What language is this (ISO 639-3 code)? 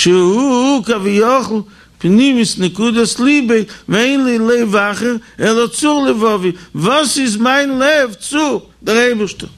yid